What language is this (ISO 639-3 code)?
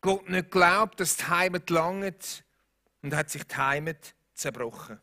gsw